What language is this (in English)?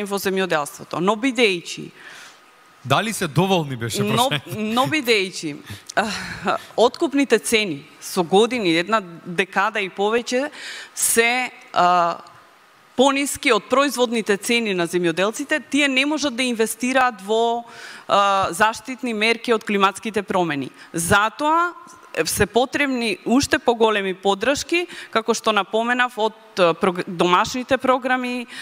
Macedonian